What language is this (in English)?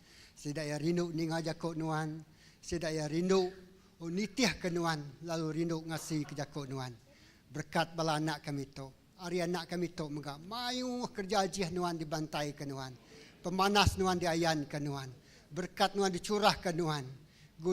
Iban